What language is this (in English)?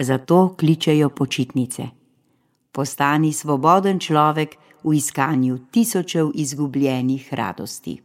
Slovenian